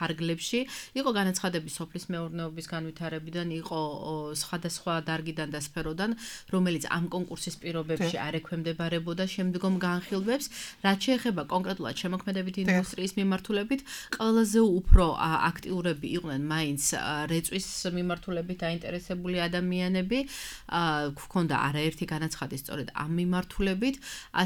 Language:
Georgian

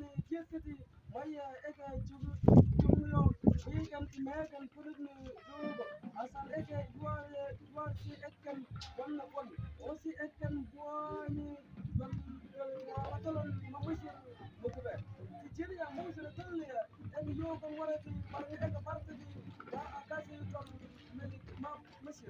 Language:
Mabaan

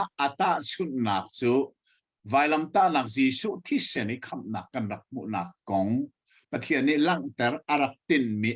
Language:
Hakha Chin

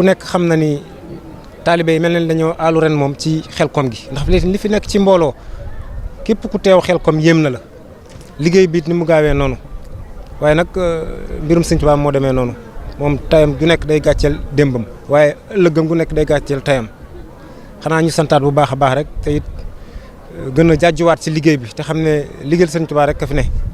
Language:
Wolof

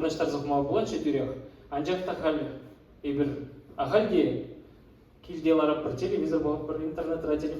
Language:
Chuvash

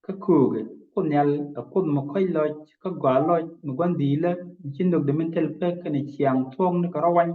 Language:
Nuer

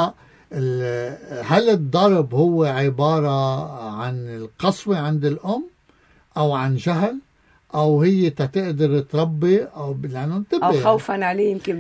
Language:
North Levantine Arabic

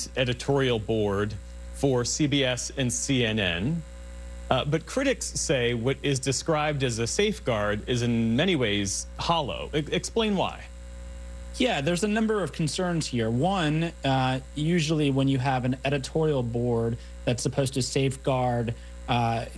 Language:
English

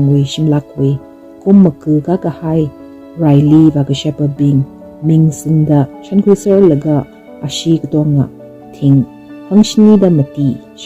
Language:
Tangkhul Naga (India)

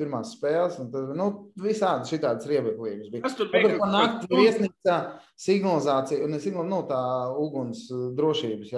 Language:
Latvian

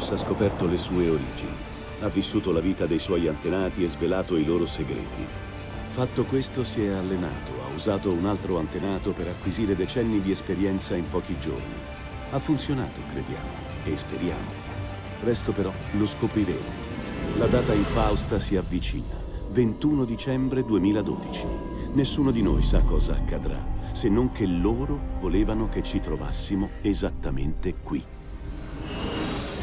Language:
Italian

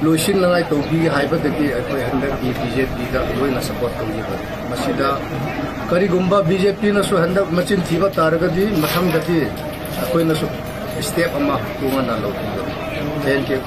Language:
Manipuri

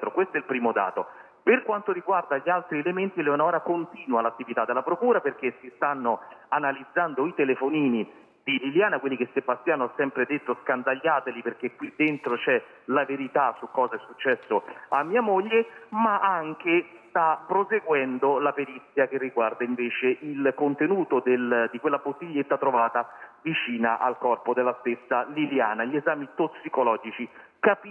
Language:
Italian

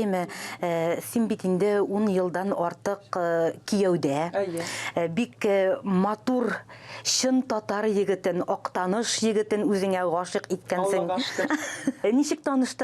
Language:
Tatar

